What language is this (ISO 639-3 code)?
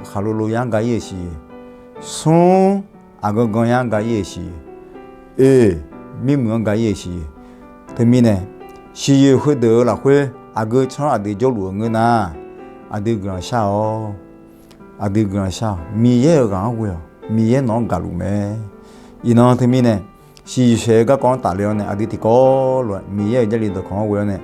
ahk